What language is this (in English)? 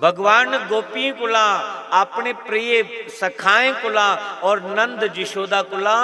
Dogri